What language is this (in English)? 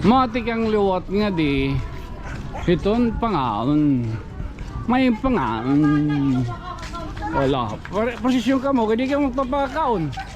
Waray